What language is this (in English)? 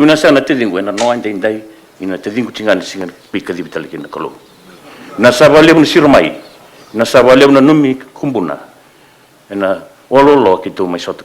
Fijian